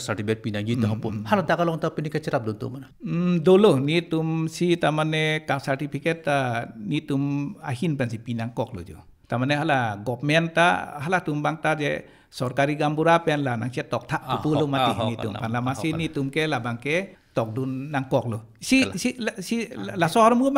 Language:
Karbi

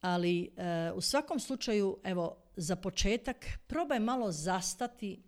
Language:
Croatian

